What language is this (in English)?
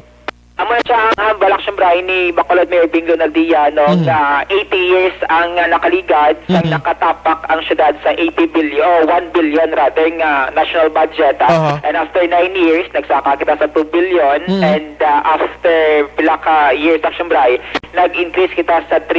Hiligaynon